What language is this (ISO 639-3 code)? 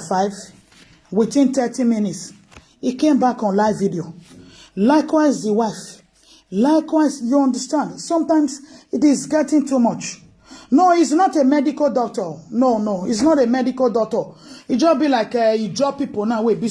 pcm